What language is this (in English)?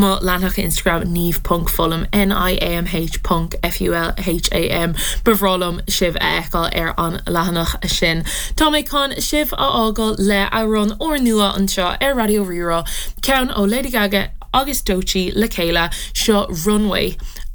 Irish